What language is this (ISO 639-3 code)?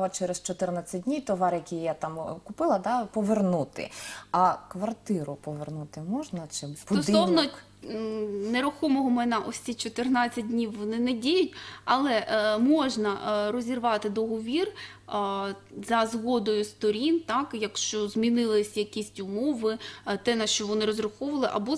ukr